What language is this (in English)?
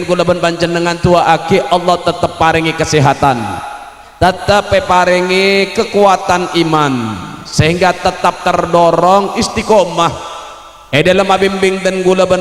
Madurese